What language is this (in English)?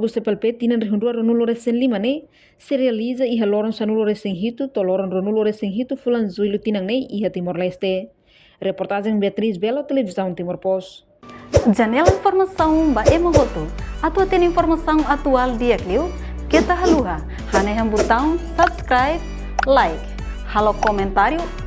Tetum